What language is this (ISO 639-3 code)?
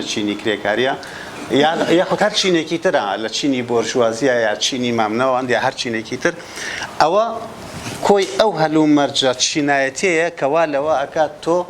ckb